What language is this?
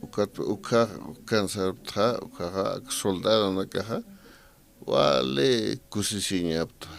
Aymara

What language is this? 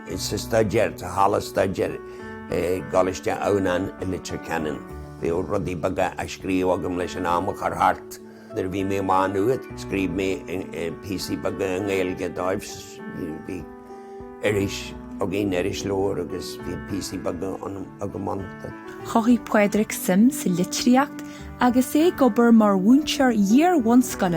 Irish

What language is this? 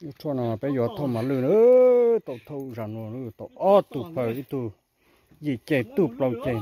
Hmong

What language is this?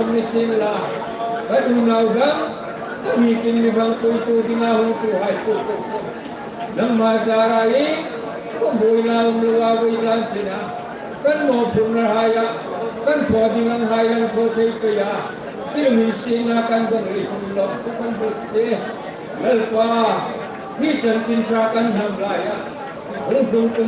Hmar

